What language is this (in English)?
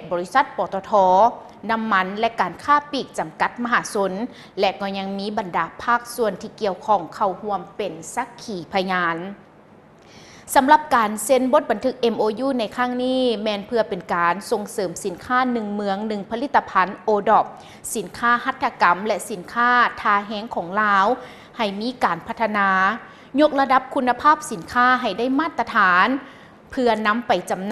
Lao